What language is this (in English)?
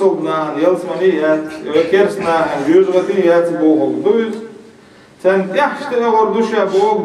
Chechen